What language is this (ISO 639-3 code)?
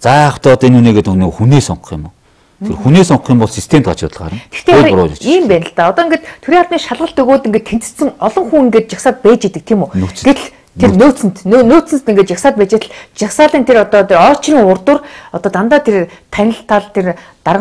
mon